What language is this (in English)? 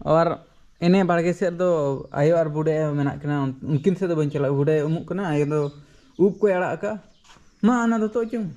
Santali